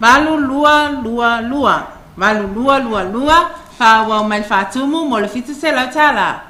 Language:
Samoan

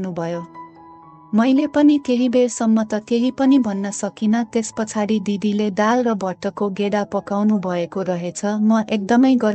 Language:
Nepali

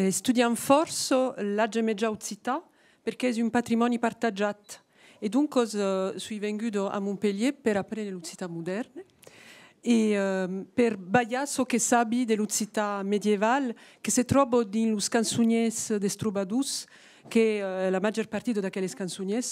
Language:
Occitan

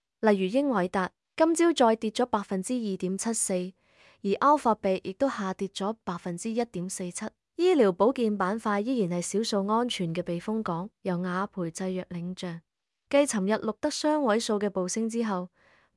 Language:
Cantonese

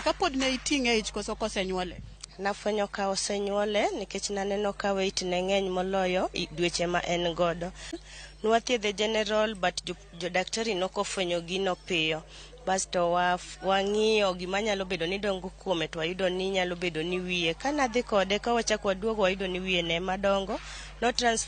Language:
Luo (Kenya and Tanzania)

